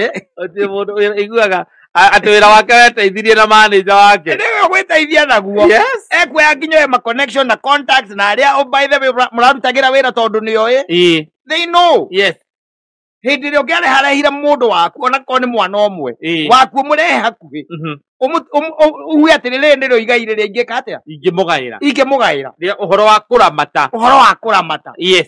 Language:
Kikuyu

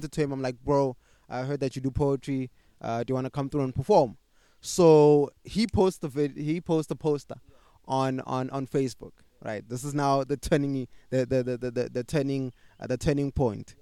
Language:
English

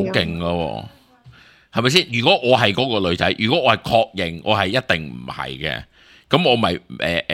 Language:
Cantonese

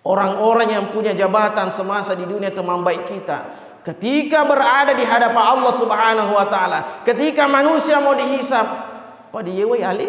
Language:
Buginese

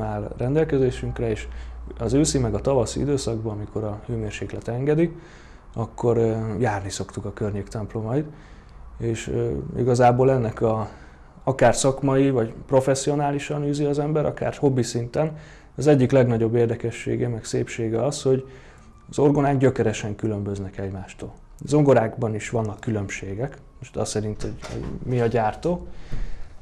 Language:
Hungarian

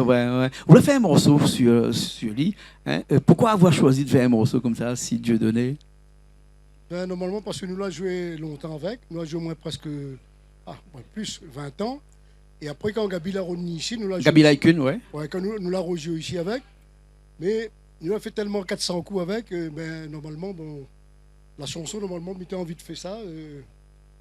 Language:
Réunion Creole French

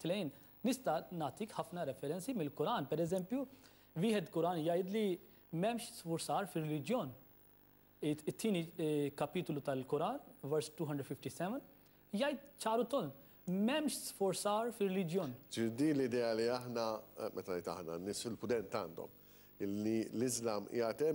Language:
Maltese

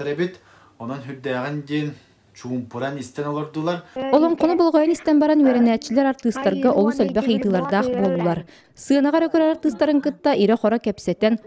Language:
Yakut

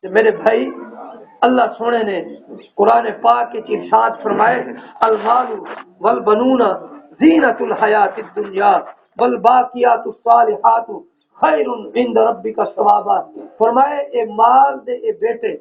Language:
Saraiki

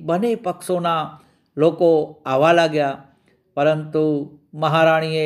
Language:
Gujarati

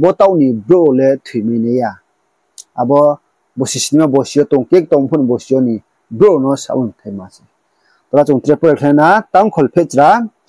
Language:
Riang (India)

